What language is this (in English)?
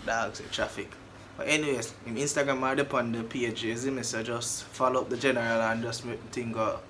Jamaican Creole English